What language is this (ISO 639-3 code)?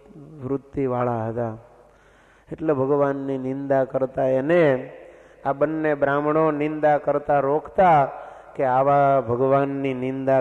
guj